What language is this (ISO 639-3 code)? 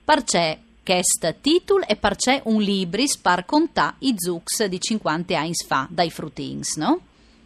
fur